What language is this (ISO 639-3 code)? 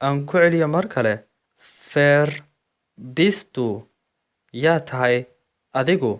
som